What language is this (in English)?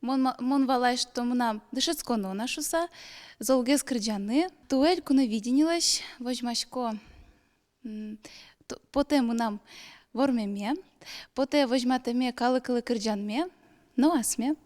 Udmurt